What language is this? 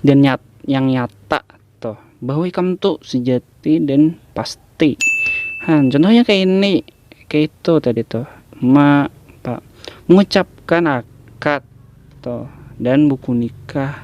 Banjar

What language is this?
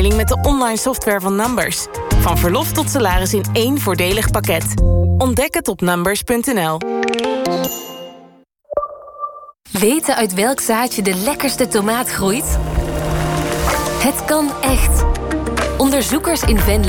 Dutch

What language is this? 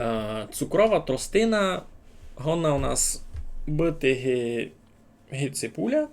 Rusyn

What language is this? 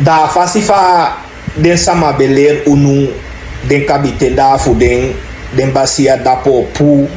Sranan Tongo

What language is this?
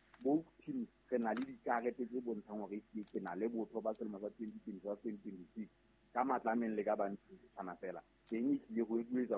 Southern Sotho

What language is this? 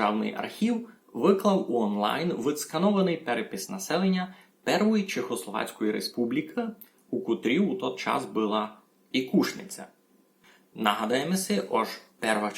Rusyn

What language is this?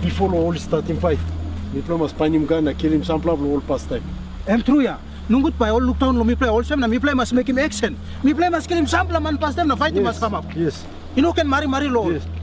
Tok Pisin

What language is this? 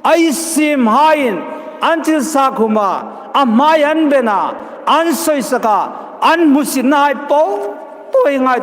Hmar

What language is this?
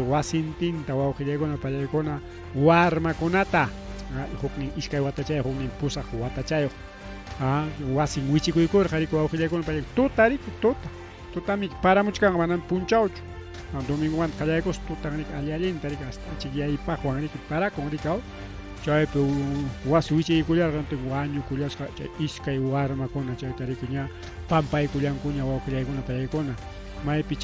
Ayacucho Quechua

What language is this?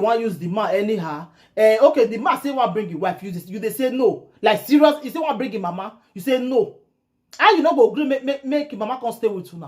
Nigerian Pidgin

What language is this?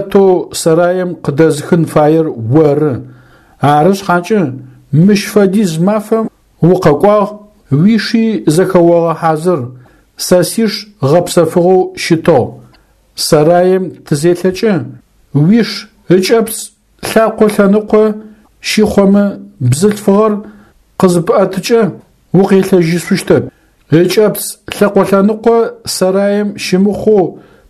Adyghe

